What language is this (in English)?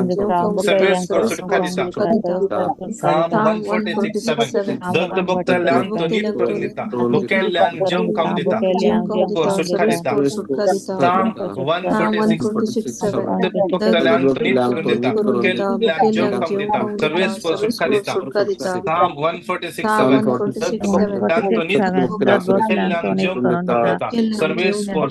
Konkani